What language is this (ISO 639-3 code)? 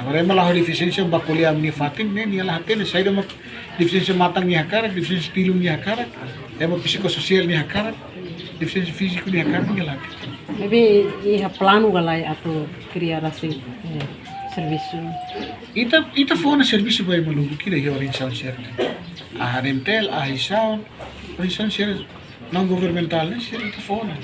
tet